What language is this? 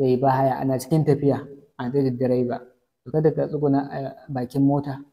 Hausa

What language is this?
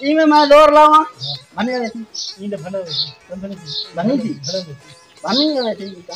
Saraiki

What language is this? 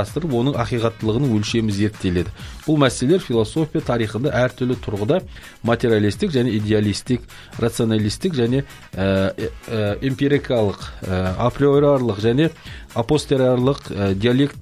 Kazakh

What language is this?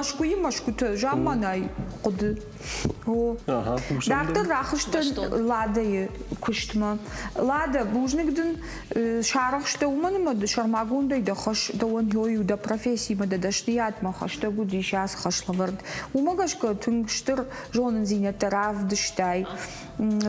Ossetic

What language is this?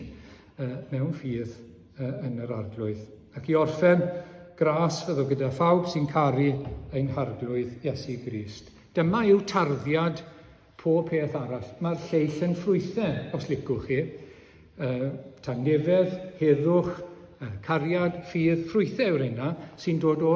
Welsh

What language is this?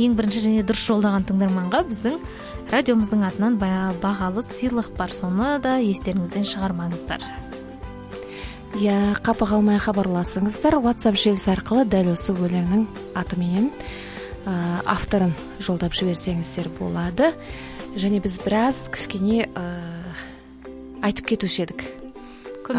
Kazakh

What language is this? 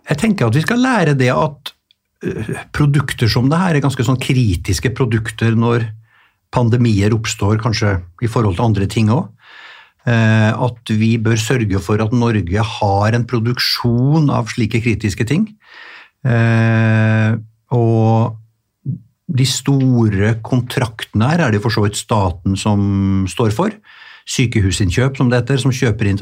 Norwegian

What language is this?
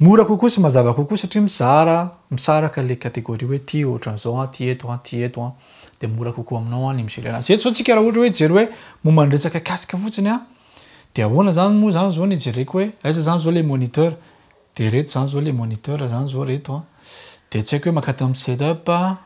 Malagasy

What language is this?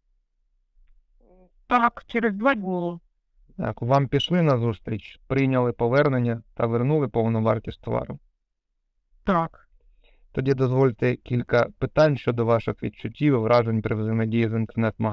Ukrainian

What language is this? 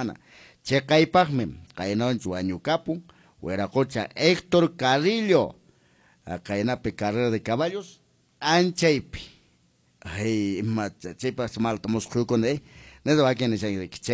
Quechua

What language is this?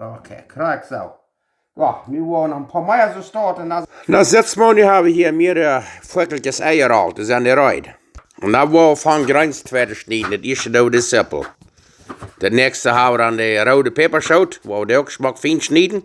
Plautdietsch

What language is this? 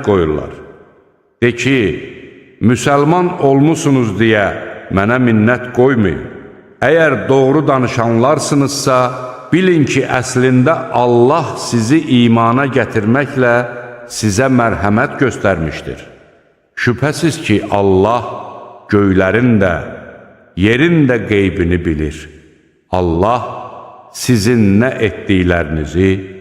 Azerbaijani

